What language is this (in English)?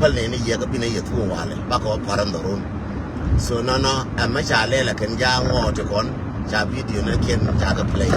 Nuer